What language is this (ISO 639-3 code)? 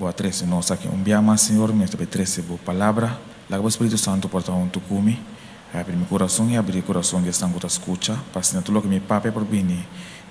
pap